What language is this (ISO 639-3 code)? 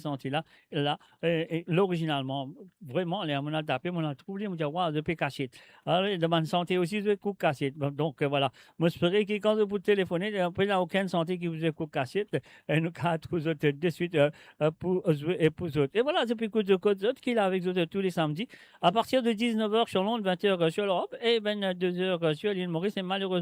mfe